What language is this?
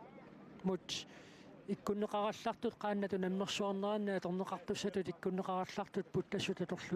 Kalaallisut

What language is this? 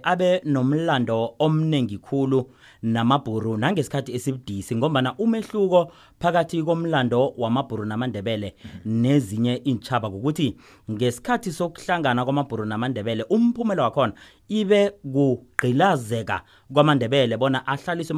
South Ndebele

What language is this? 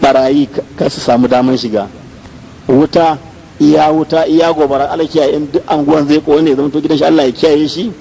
Hausa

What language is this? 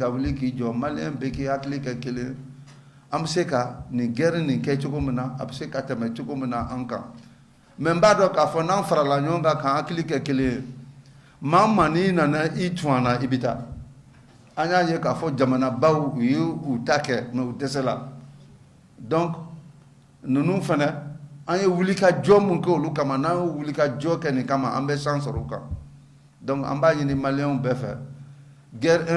Bambara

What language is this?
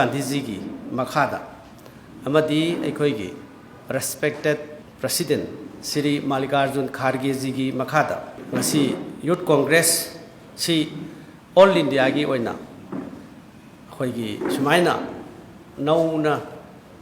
Manipuri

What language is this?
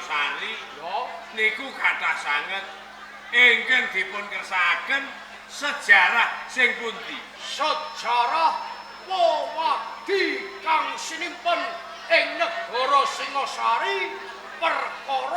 Javanese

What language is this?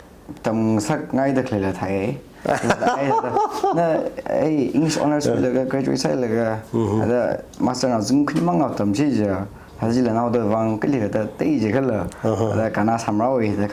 Tangkhul Naga (India)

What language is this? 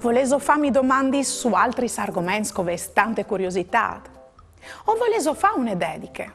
Friulian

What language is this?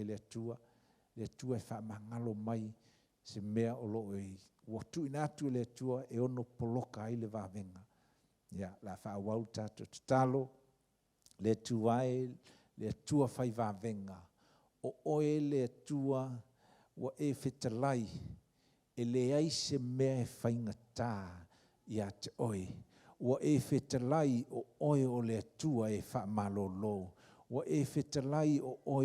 Samoan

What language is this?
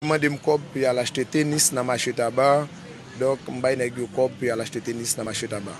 Haitian Creole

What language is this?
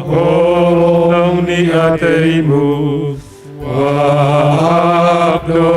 Batak Simalungun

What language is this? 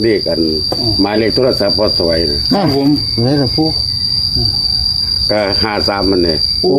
Northeastern Thai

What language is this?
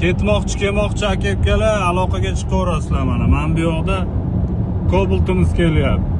Uzbek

